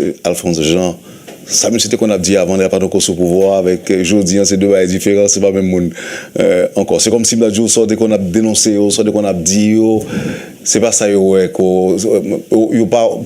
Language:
Haitian Creole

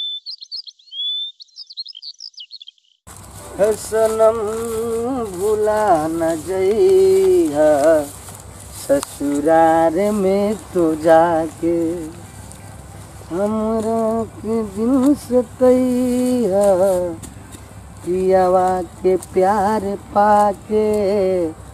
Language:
Bhojpuri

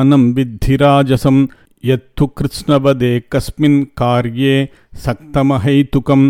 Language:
Sanskrit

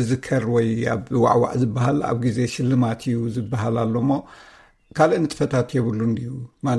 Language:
Tigrinya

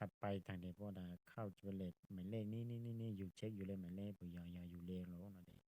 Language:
Hmong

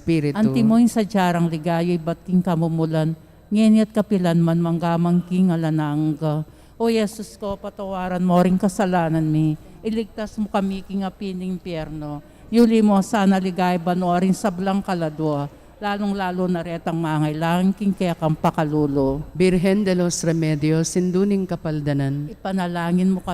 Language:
Pampanga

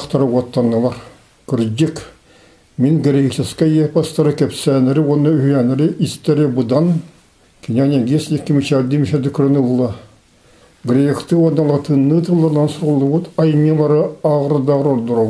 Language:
Yakut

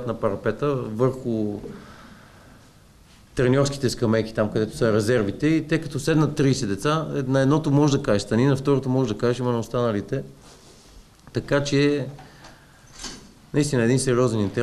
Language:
Bulgarian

